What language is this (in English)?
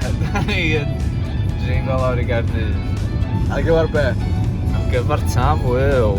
Welsh